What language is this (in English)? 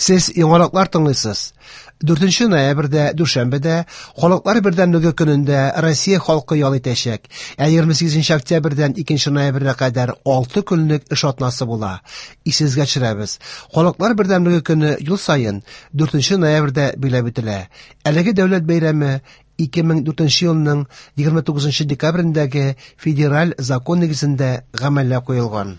Tatar